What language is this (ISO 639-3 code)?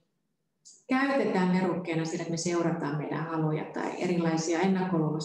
fin